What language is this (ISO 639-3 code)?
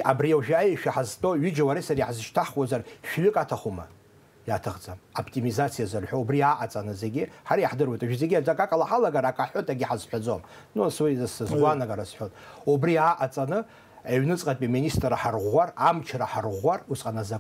abk